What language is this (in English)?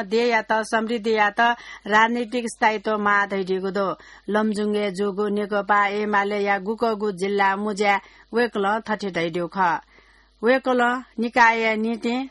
Newari